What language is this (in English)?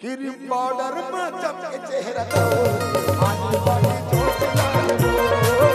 Chhattisgarhi